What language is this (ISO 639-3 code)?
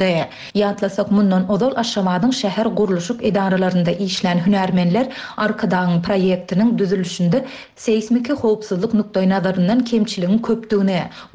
tuk